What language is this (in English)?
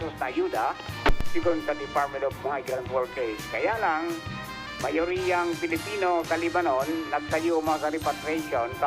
Bikol